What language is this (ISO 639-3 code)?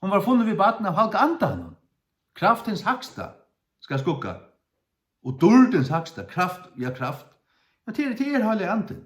fao